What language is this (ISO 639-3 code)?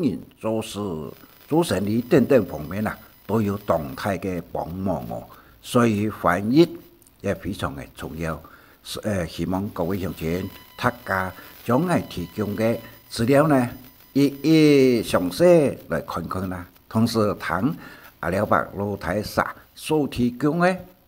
hak